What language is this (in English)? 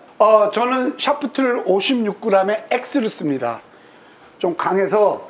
Korean